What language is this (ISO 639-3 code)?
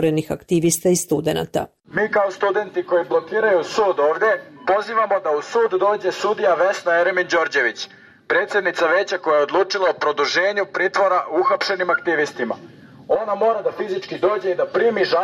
bos